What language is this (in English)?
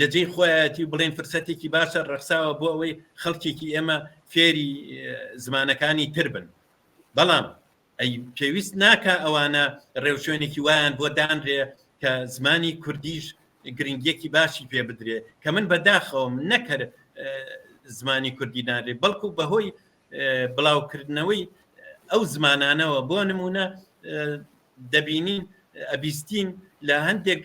Central Kurdish